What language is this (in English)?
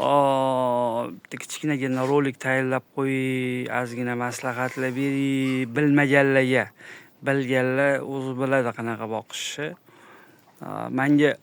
Uzbek